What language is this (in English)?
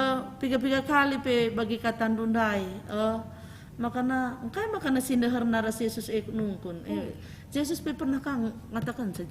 Batak Karo